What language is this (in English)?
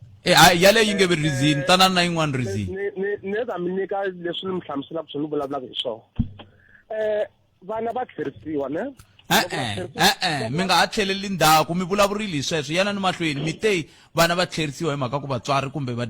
Tsonga